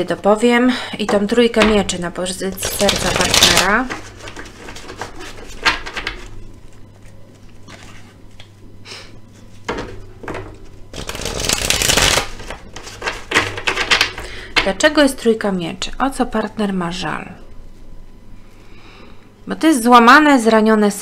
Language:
Polish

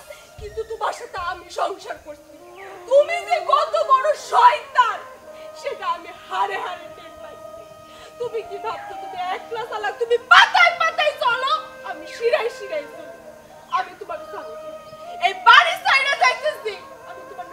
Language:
Bangla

